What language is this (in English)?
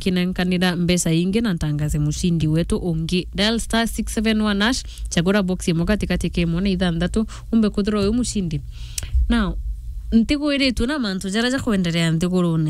Meru